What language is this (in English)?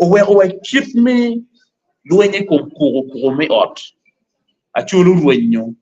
Acoli